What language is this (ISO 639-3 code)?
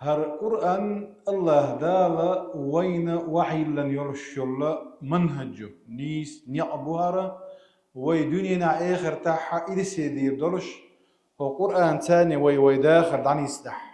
che